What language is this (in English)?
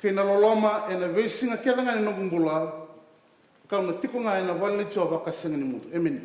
Fijian